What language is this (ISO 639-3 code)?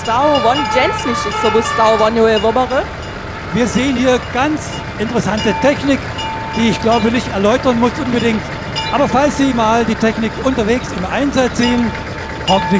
hsb